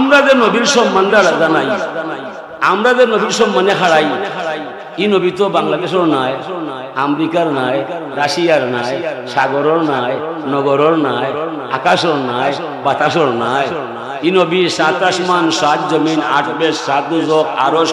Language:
Sylheti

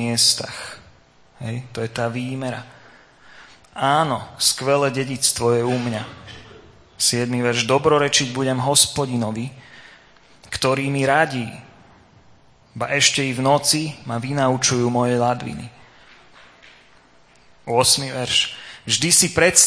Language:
Slovak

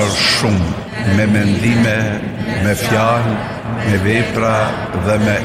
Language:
Albanian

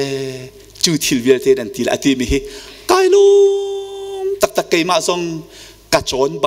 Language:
Hakha Chin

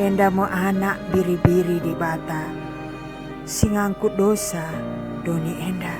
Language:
Batak Karo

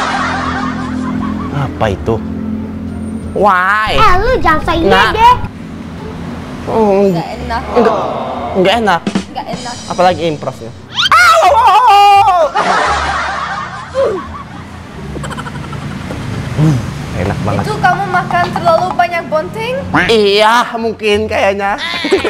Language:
Indonesian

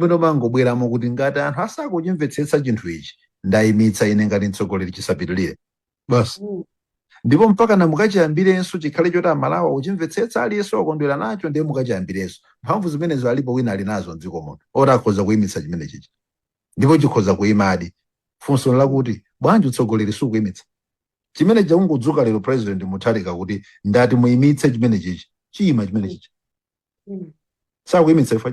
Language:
Nyanja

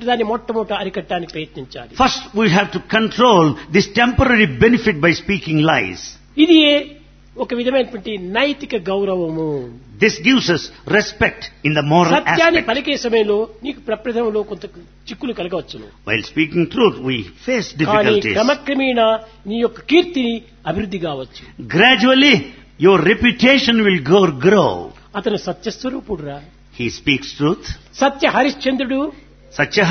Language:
Telugu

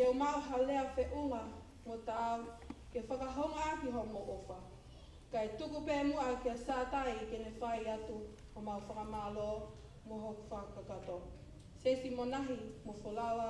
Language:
Tongan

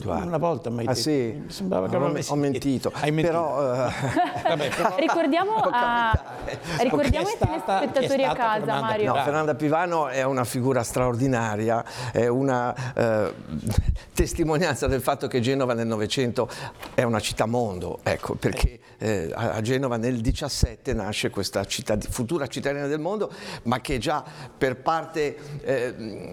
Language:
Italian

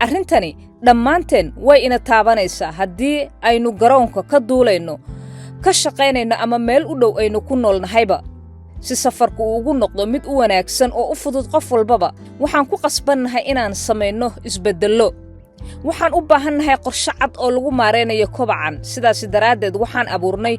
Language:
Somali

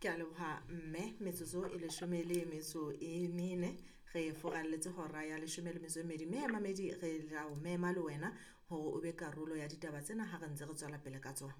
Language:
Southern Sotho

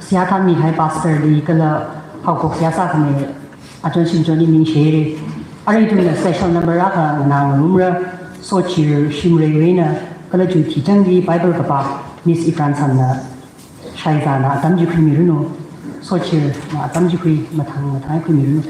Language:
Tangkhul Naga (India)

